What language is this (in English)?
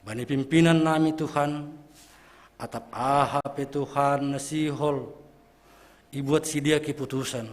Batak Simalungun